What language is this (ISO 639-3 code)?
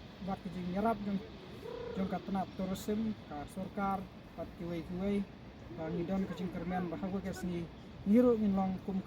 kha